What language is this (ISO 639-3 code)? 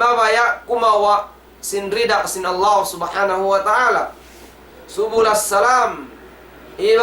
tsg